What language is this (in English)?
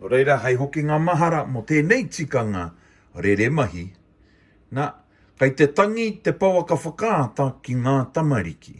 Māori